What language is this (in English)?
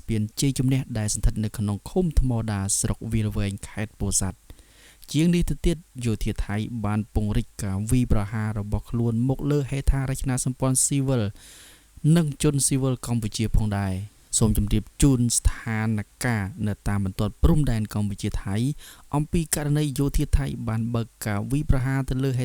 Khmer